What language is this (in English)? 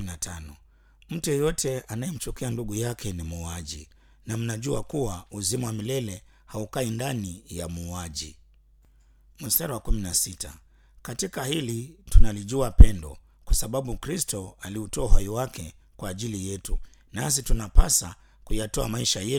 Swahili